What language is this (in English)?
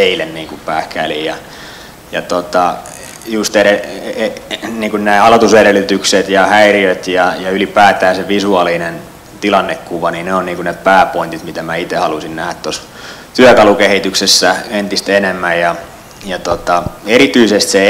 Finnish